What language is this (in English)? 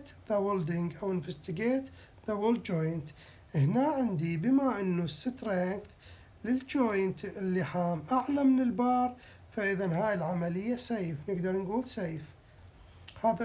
Mesopotamian Arabic